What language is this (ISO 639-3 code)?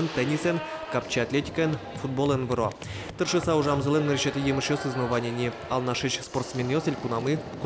udm